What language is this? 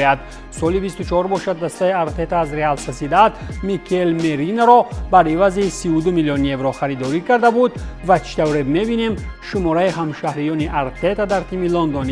Tajik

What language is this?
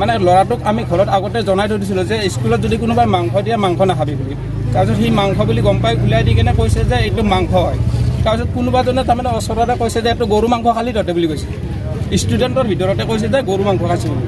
Assamese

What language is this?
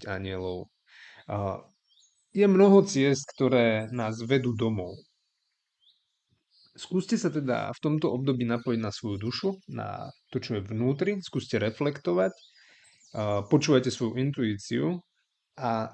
Slovak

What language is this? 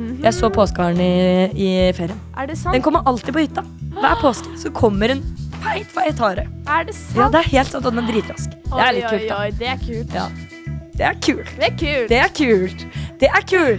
Norwegian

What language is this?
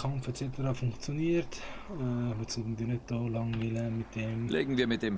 Swiss German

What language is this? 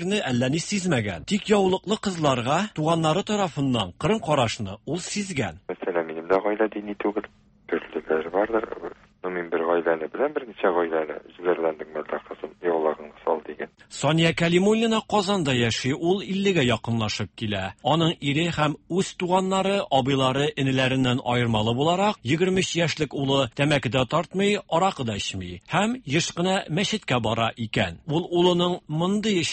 Tatar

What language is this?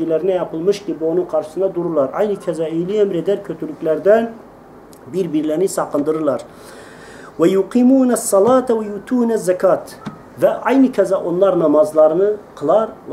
Turkish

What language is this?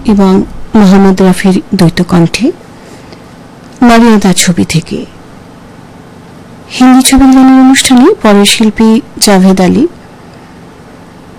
Bangla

